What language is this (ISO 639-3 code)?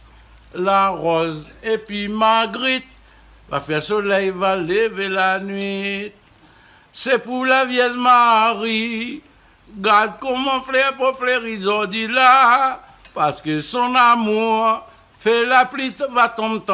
rcf